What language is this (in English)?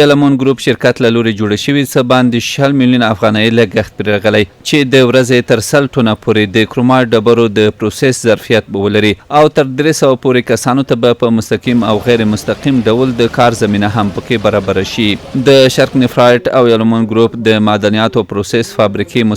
Pashto